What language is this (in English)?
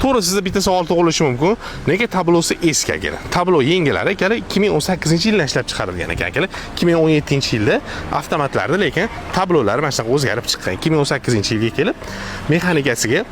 Uzbek